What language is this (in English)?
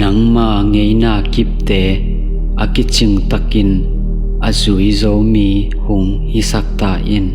Tedim Chin